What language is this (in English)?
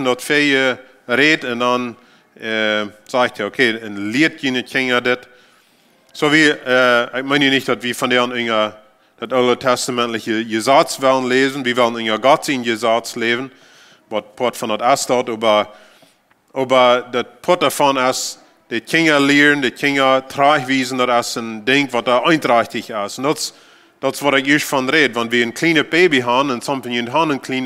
Plautdietsch